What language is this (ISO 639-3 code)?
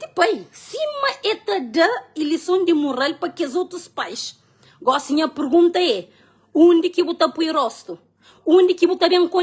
kea